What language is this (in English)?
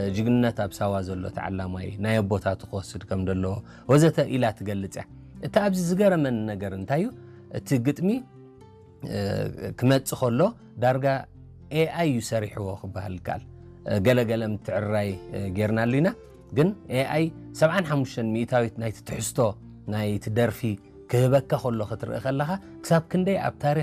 Tigrinya